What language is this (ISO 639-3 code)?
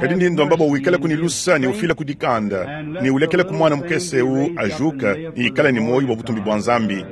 lua